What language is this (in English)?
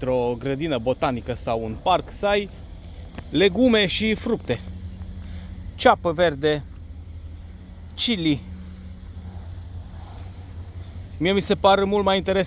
Romanian